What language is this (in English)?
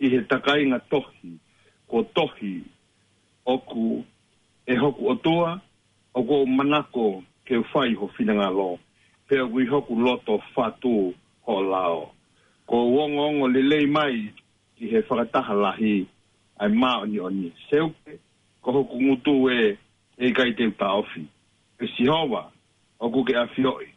Tongan